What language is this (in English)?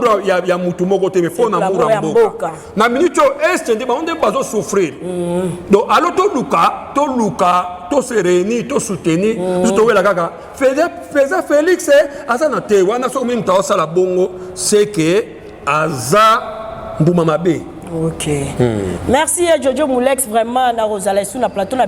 Lingala